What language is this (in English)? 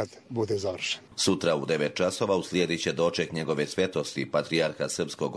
Serbian